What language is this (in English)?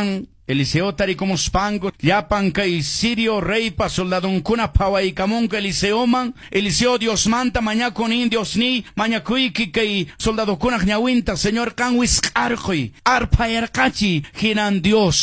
Quechua